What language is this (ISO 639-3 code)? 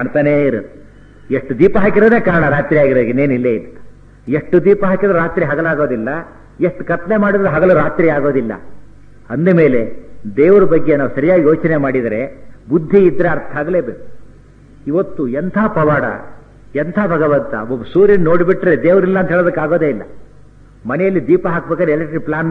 kan